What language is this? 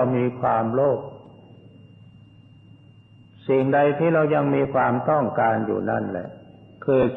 Thai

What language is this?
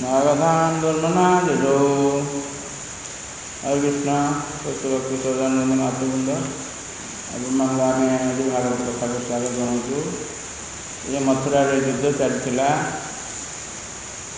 Odia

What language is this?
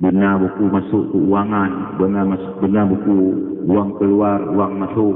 Achinese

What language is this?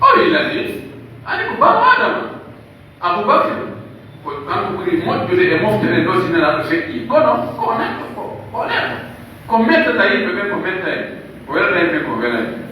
Pular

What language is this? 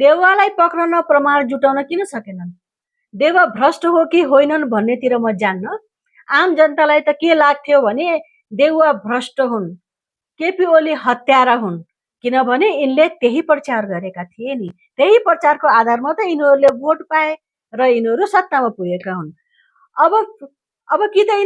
Nepali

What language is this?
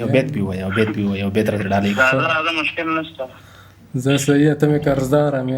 Pashto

